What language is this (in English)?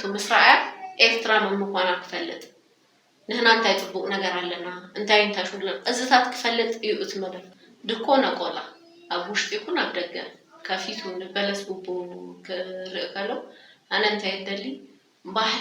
Tigrinya